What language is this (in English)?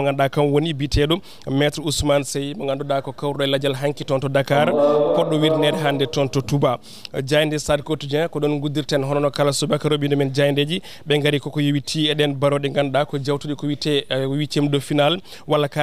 Fula